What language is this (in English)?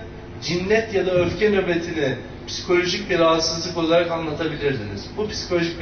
Turkish